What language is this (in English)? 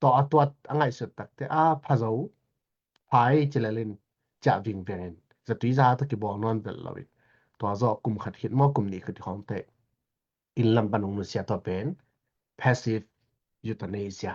Tedim Chin